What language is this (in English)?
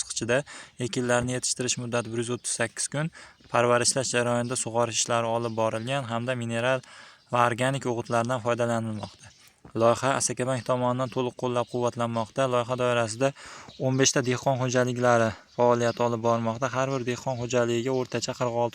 Uzbek